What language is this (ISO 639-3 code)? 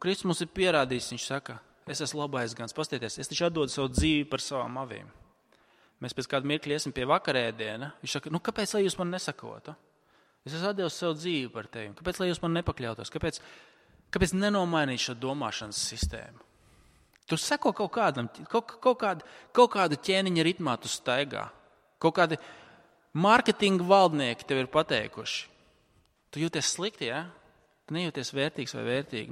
lav